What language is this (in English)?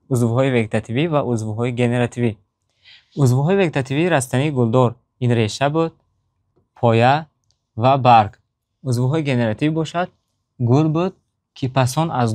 Tajik